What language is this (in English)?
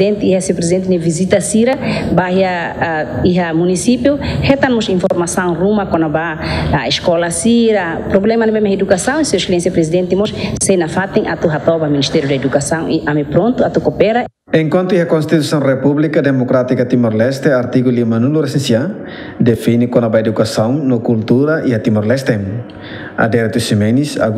Tetum